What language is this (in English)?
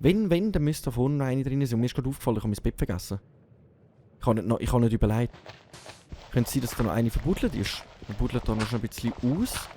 Swiss German